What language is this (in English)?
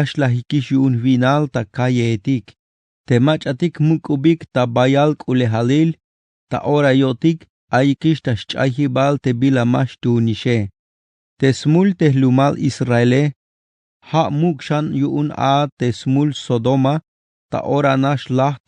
Tzeltal